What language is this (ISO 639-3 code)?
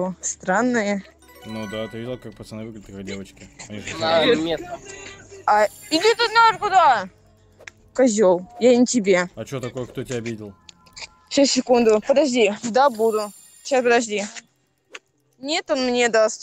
rus